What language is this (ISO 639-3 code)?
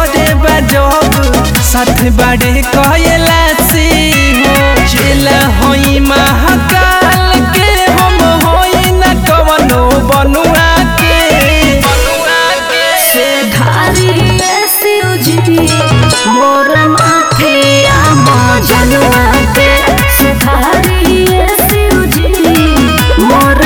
bho